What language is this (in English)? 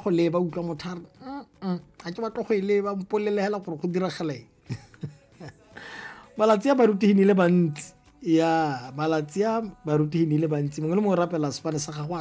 Tswana